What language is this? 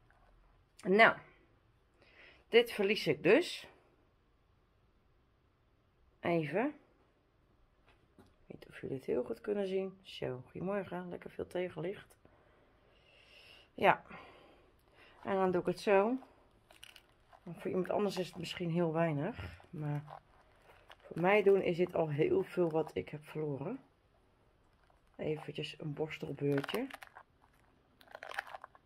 Dutch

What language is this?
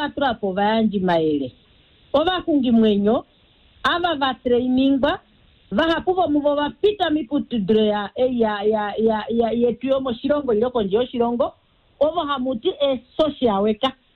Kuanyama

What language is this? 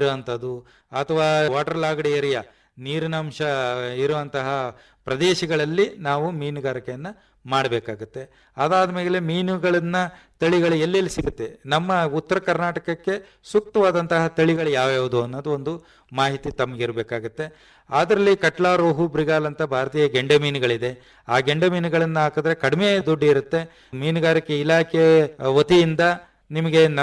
Kannada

